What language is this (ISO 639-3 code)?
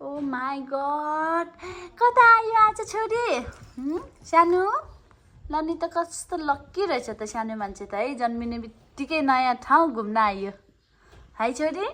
nep